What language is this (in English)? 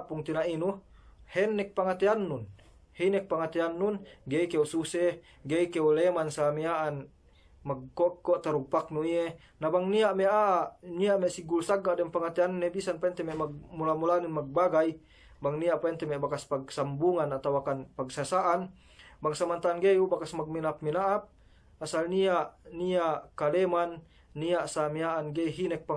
Yakan